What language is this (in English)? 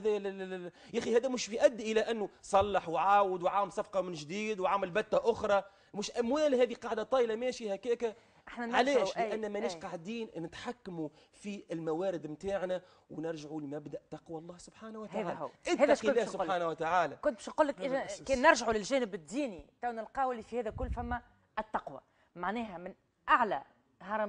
Tunisian Arabic